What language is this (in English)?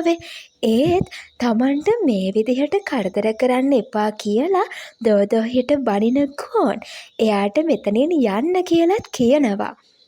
Sinhala